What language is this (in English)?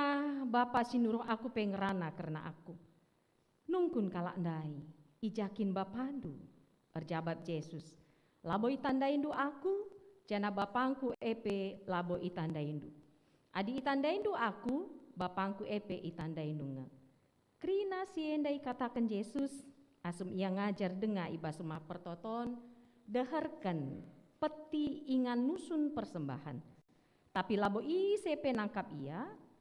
Batak Karo